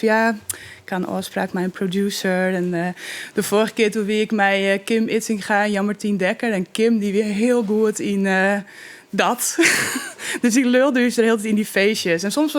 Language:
Western Frisian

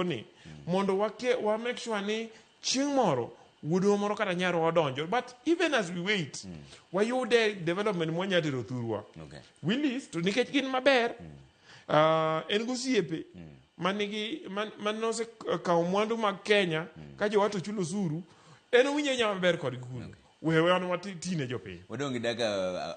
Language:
Luo (Kenya and Tanzania)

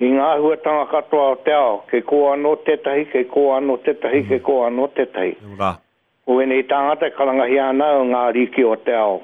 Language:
Māori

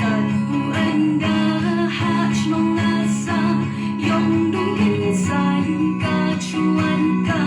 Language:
Khasi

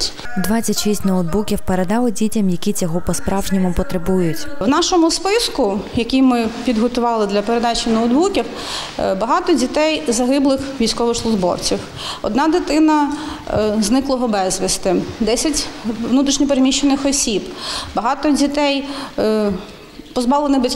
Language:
Ukrainian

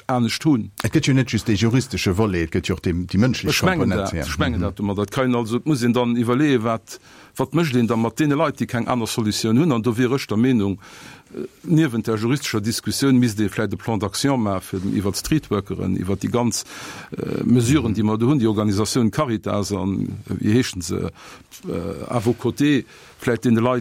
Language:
Luxembourgish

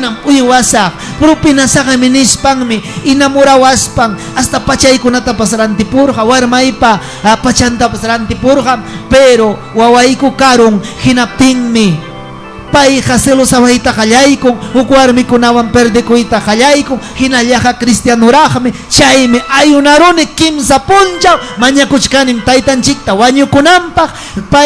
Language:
Ayacucho Quechua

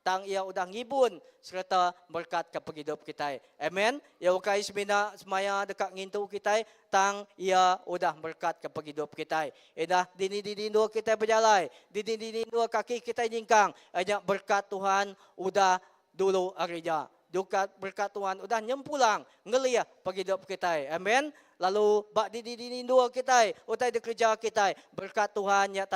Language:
Iban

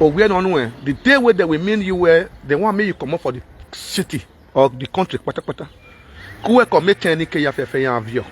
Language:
Nigerian Pidgin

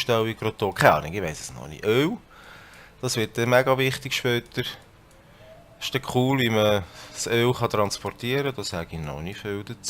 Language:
Swiss German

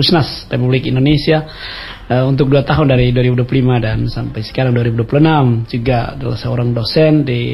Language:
Indonesian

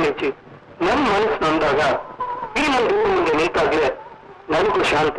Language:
Kannada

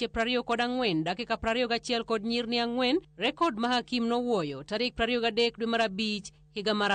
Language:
Luo (Kenya and Tanzania)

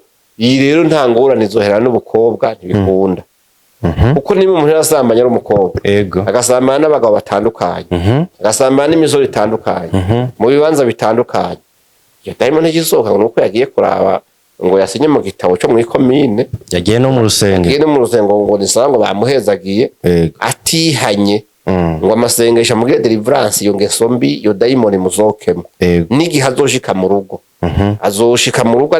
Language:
Rundi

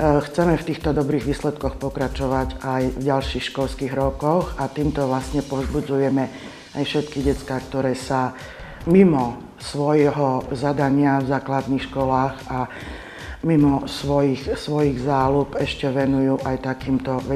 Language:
Slovak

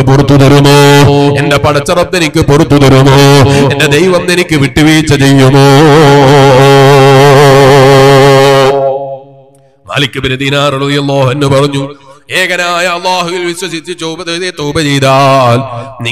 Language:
Malayalam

